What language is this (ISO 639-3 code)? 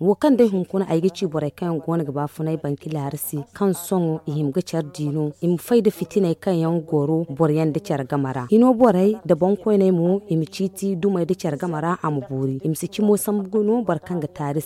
dje